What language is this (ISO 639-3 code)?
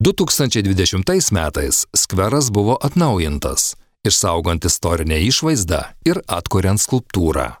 lit